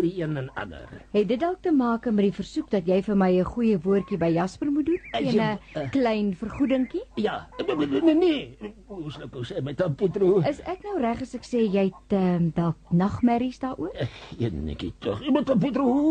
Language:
Afrikaans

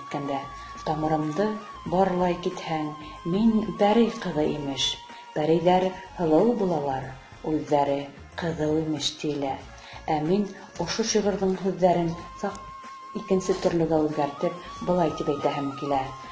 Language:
Bashkir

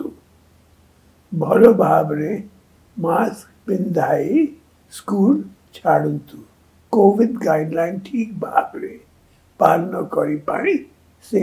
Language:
Odia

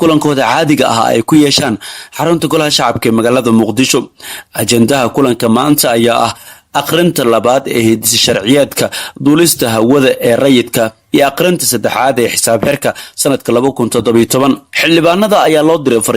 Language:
Somali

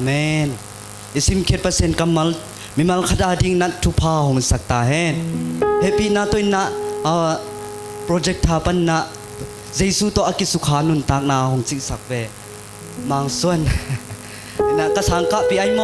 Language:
Tedim Chin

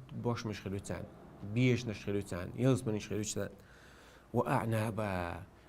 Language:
Chechen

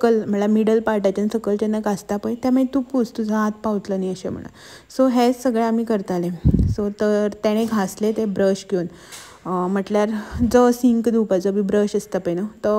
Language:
Konkani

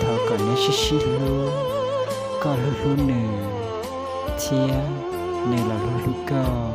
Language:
Hmong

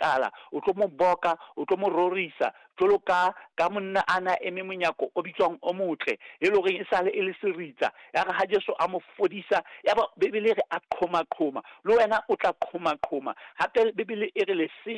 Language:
Southern Sotho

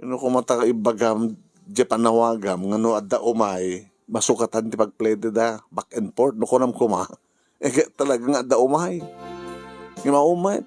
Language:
Iloko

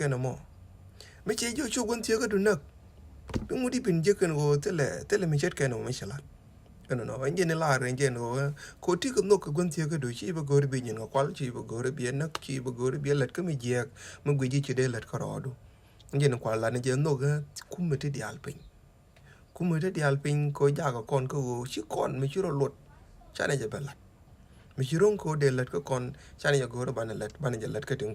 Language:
Nuer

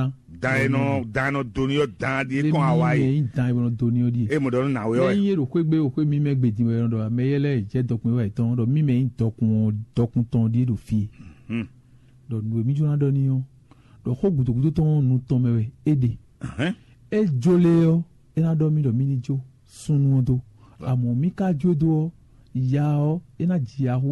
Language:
Fon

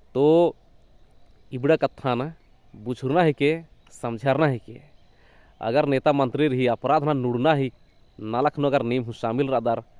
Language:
Kurukh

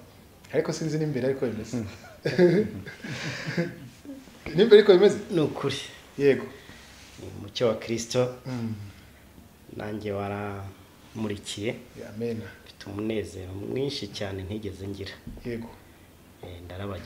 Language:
Kinyarwanda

